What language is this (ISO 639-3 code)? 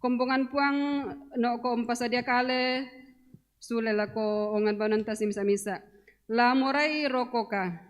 sda